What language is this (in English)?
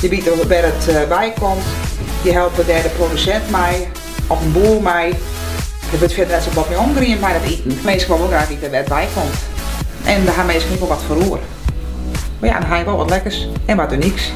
Western Frisian